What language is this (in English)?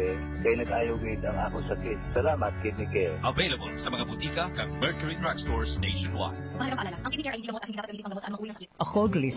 Filipino